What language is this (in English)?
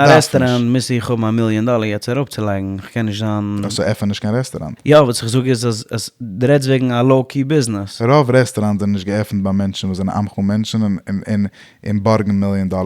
Yiddish